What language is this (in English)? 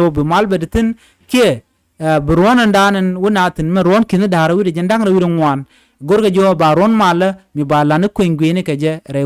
Nuer